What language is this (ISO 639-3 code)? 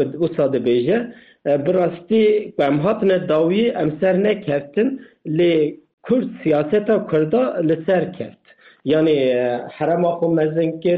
kur